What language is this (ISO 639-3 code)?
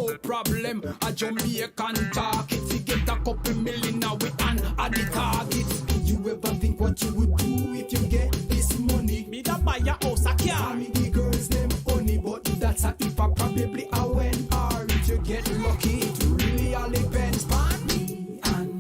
jam